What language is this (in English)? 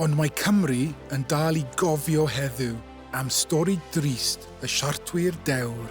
Welsh